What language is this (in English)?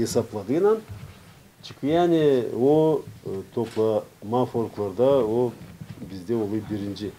Gagauz